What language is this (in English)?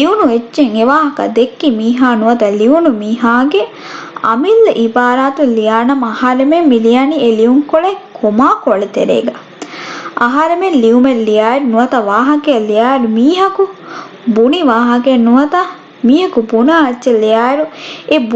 Divehi